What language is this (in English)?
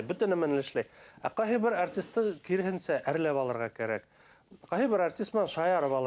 Bashkir